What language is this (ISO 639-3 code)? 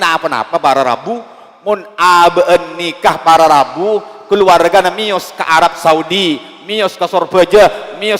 mad